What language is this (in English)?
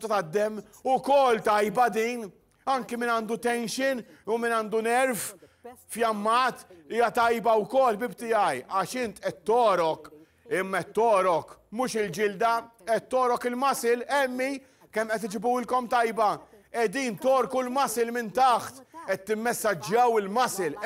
Maltese